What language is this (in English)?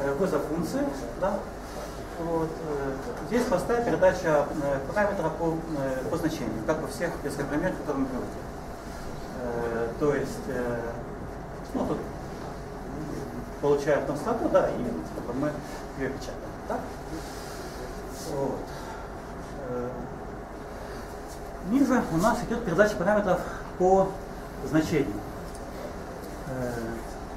Russian